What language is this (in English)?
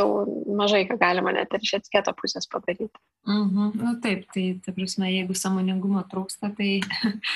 Lithuanian